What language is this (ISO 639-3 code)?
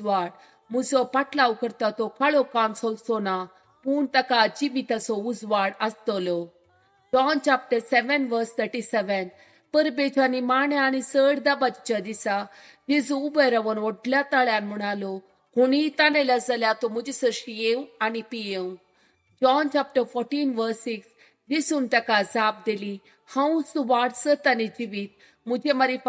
kok